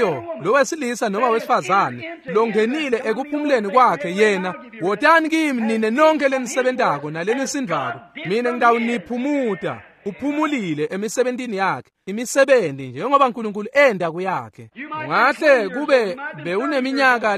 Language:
Swati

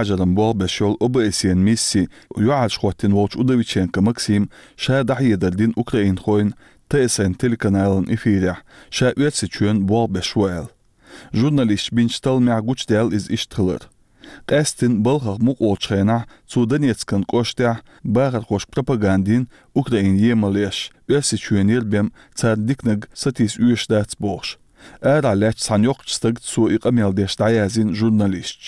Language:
Chechen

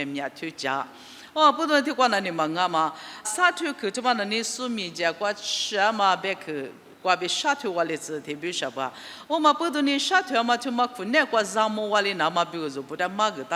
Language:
Lisu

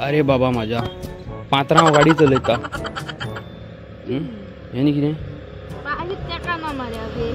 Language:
Konkani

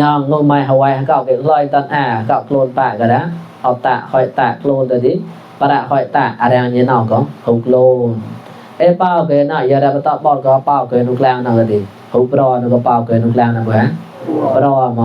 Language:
Mon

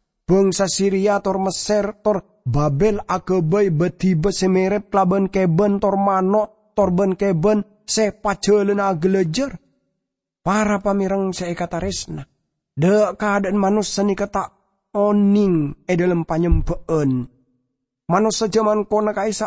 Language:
Madurese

